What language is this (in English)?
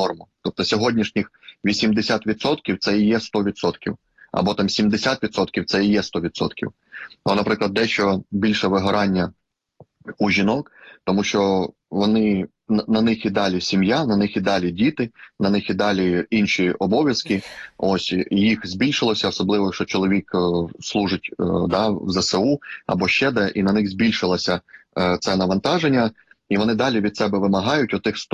Ukrainian